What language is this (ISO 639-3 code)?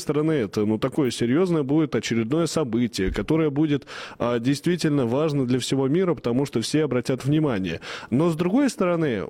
rus